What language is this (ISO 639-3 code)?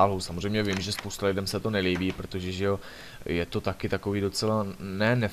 ces